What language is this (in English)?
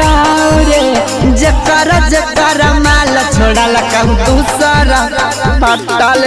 Magahi